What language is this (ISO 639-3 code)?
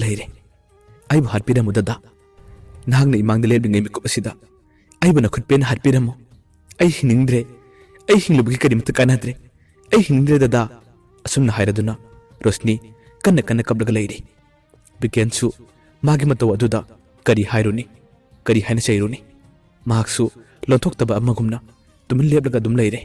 mni